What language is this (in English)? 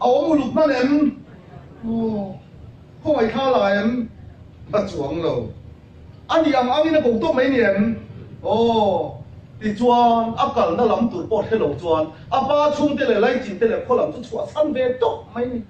Mizo